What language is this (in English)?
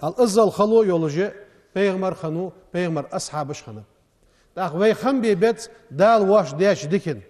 Ingush